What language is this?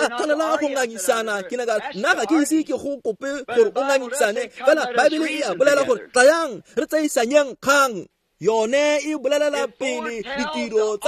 Tswana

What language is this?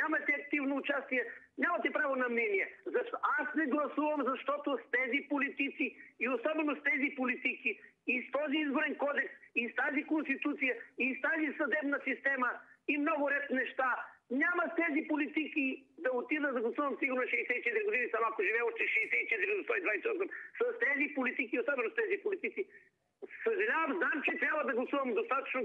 Bulgarian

